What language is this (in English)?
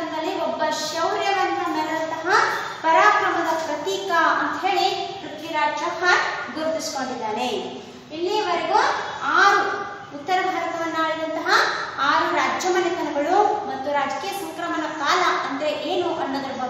Kannada